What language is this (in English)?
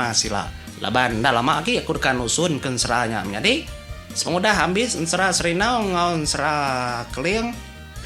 Iban